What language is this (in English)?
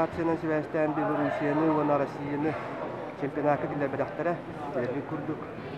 Yakut